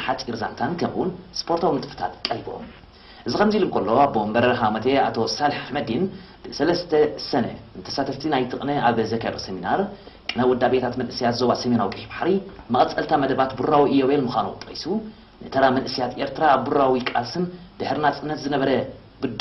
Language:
Tigrinya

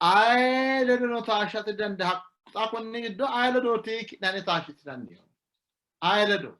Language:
Sidamo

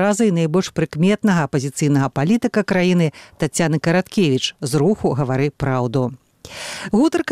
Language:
Belarusian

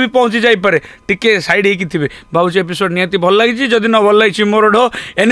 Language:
Odia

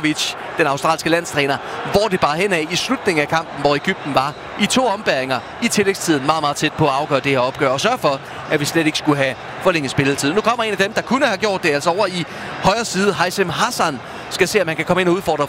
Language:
Danish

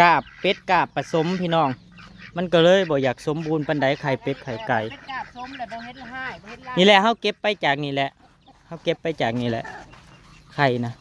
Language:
Northeastern Thai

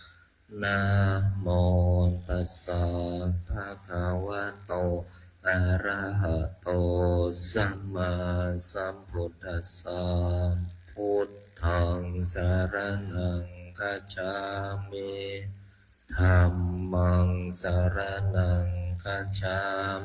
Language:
Pali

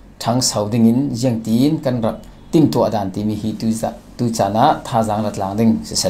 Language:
Falam Chin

